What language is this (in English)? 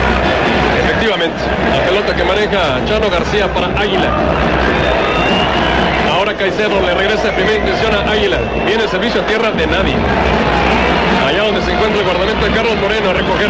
Spanish